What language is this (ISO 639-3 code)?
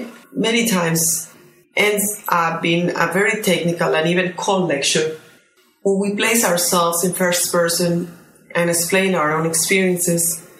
eng